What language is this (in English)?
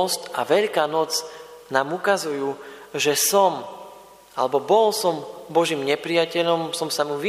Slovak